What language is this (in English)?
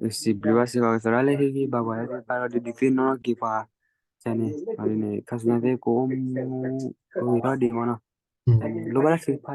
S'gaw Karen